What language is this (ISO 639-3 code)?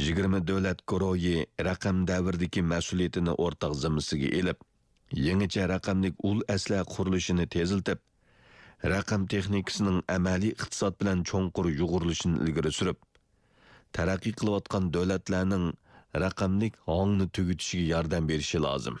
uig